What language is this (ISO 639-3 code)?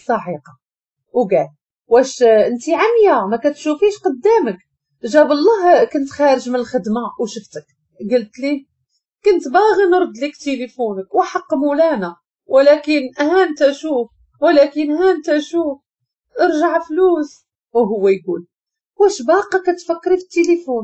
ary